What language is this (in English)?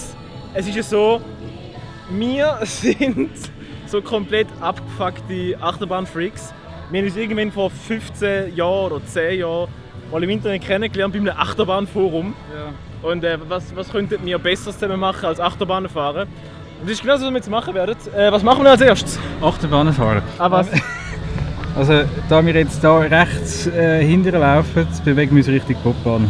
Swiss German